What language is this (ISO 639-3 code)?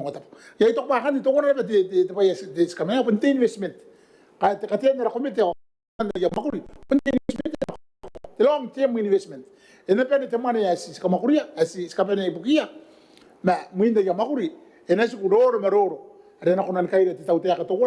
gil